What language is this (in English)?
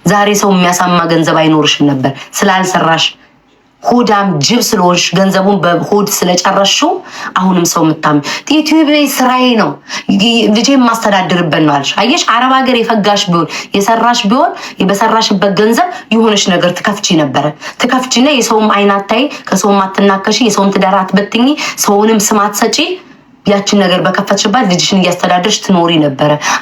Amharic